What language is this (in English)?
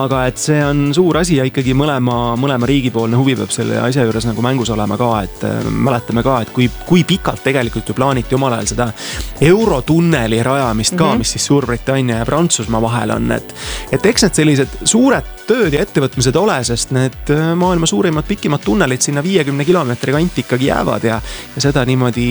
Estonian